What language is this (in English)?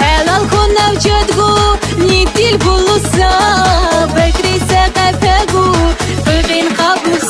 Lak